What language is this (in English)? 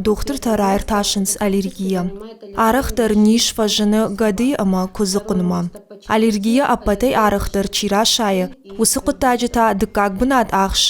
Ossetic